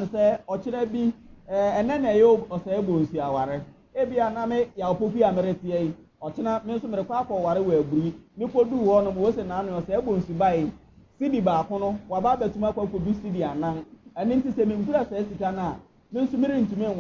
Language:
Akan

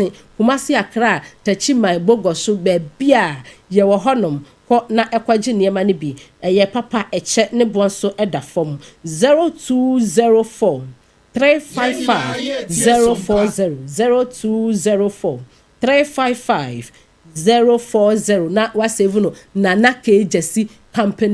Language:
Akan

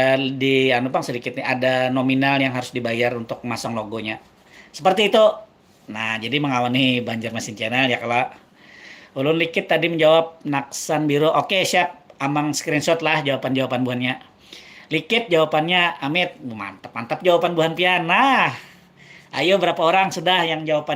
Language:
Banjar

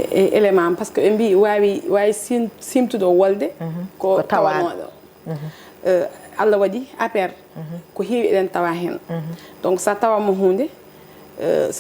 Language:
Fula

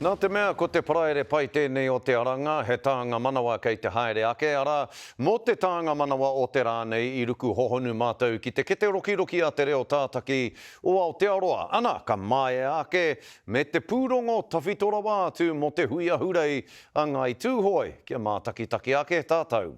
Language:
Māori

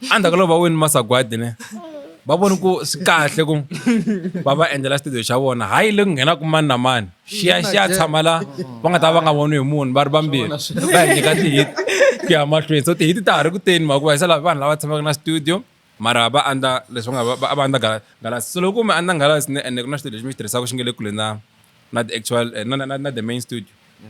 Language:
Tsonga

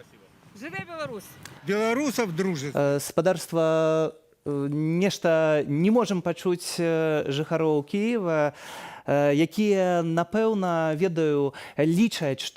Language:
Belarusian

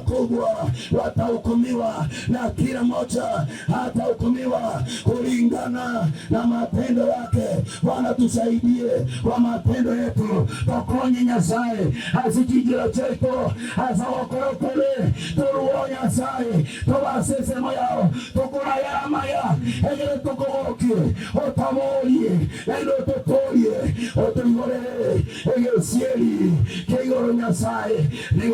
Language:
Gusii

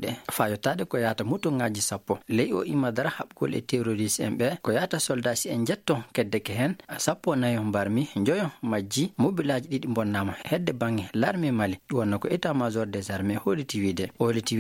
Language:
Fula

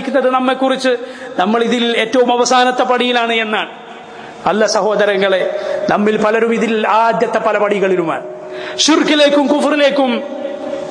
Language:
Malayalam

